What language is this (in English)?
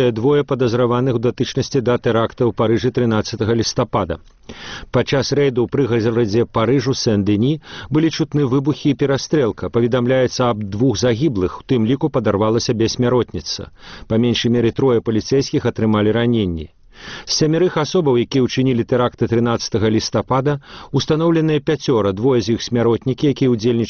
Belarusian